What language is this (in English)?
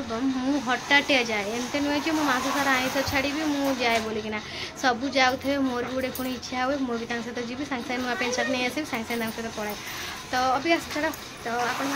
Odia